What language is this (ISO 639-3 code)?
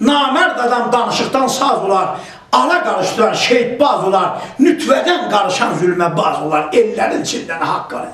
azb